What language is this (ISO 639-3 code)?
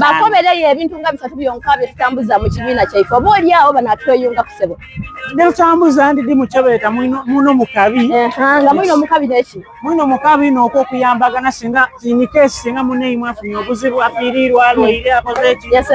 xog